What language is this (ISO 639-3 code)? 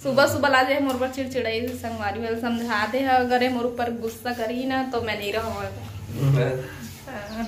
hne